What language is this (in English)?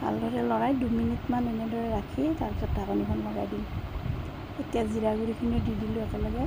Assamese